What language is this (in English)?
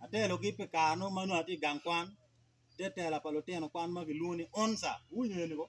Acoli